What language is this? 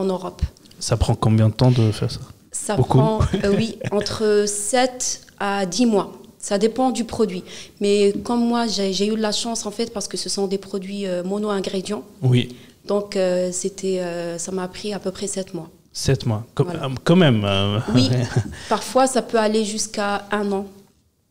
French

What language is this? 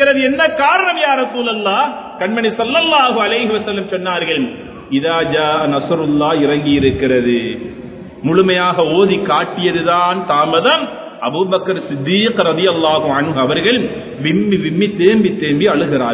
Tamil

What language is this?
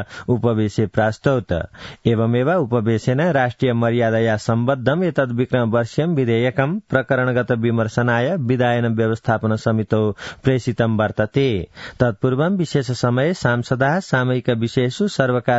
Sanskrit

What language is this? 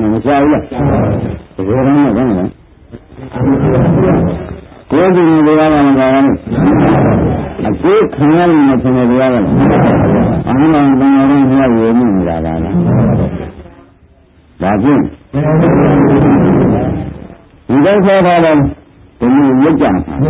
Burmese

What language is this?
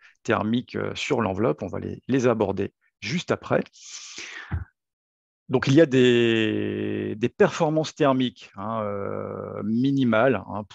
French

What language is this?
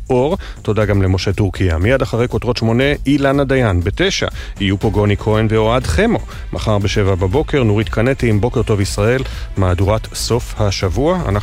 Hebrew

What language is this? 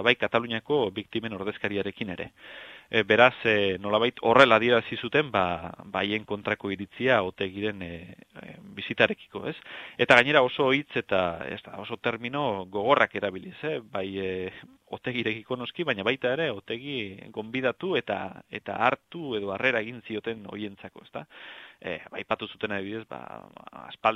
Basque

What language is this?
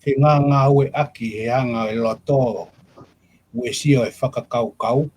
Tongan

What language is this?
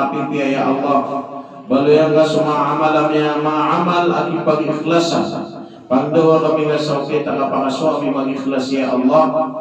Maranao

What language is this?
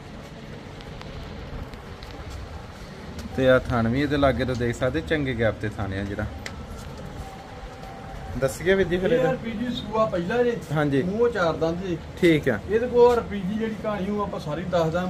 Punjabi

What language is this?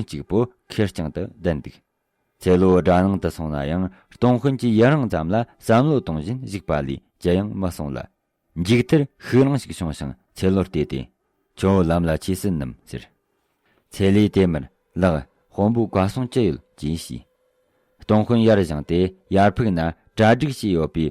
Tibetan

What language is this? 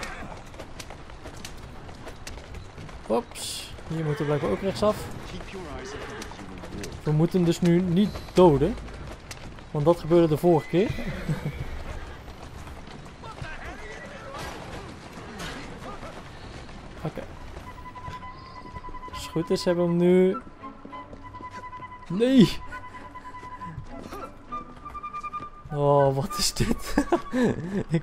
Dutch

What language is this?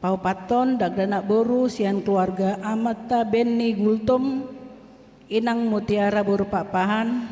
Batak Toba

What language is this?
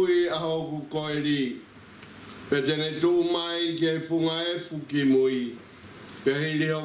Tongan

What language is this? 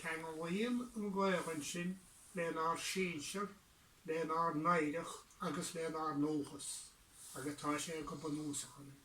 Irish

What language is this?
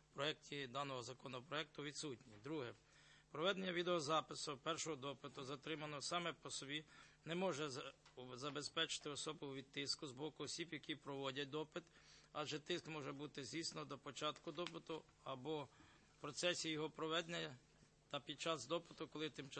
Ukrainian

